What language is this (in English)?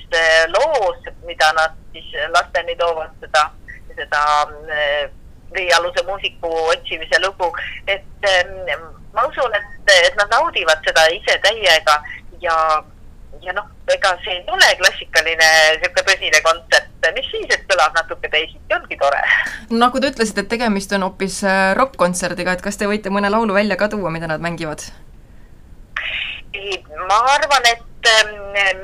Estonian